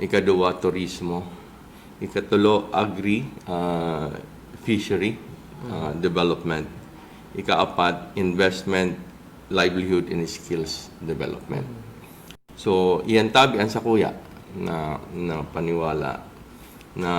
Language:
Bikol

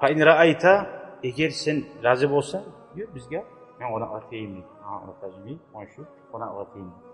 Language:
Kumyk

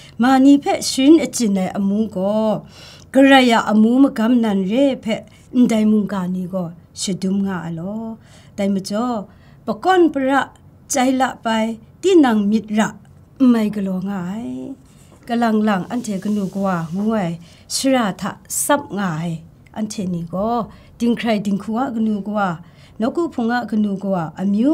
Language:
Kachin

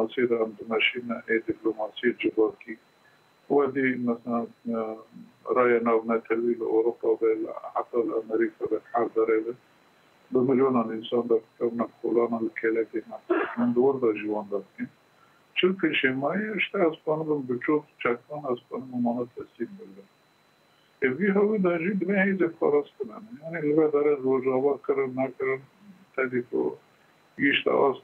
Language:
Kurdish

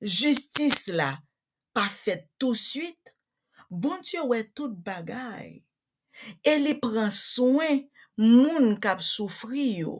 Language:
Haitian Creole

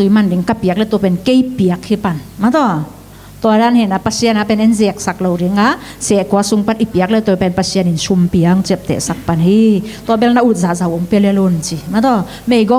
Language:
Tedim Chin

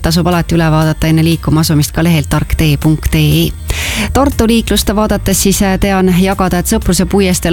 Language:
Estonian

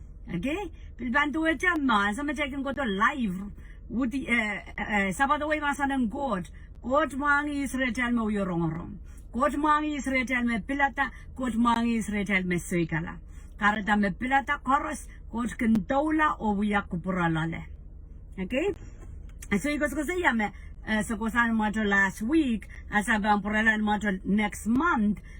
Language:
Pohnpeian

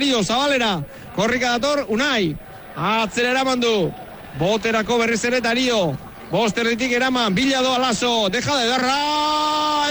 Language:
Basque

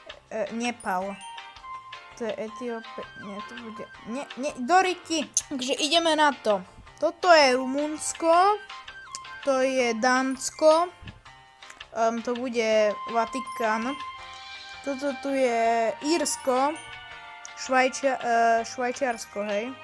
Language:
Slovak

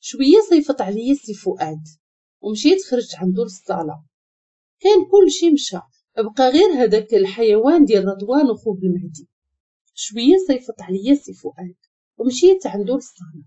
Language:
Moroccan Arabic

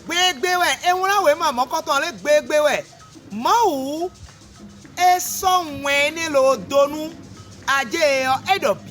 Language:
Fon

